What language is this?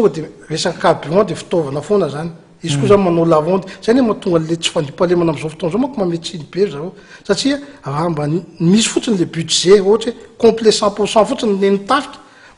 Malagasy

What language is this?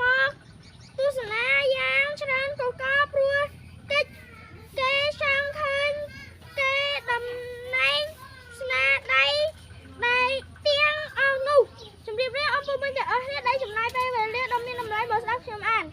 Khmer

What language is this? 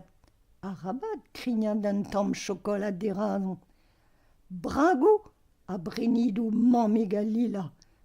Breton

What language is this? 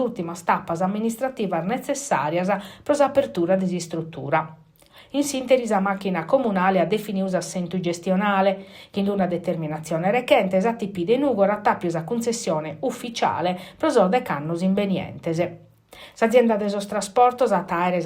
Sardinian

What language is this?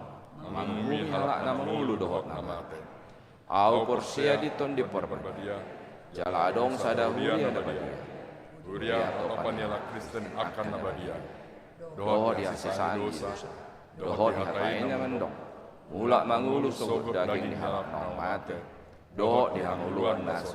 Batak Toba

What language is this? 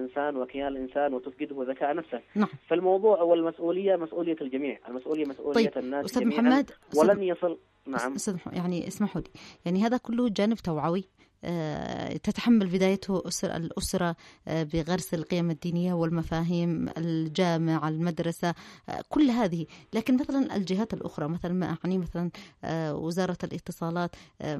Arabic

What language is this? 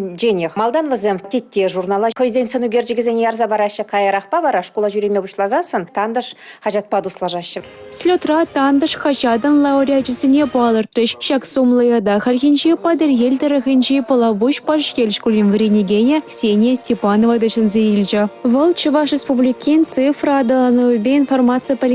Chuvash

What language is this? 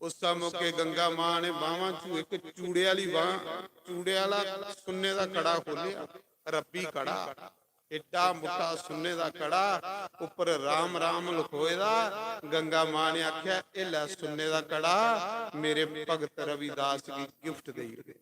Dogri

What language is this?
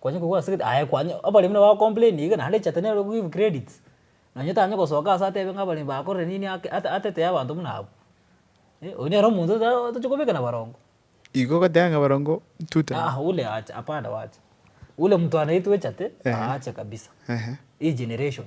Gusii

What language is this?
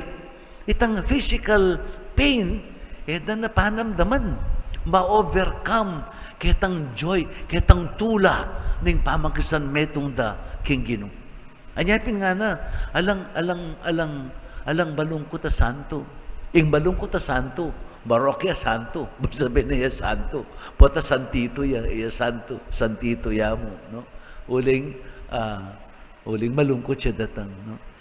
Pampanga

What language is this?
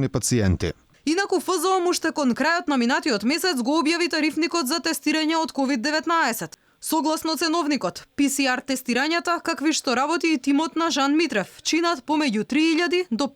Macedonian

